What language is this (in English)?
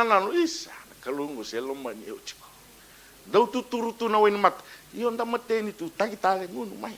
Fijian